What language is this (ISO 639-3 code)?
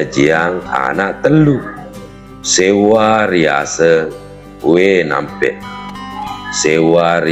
bug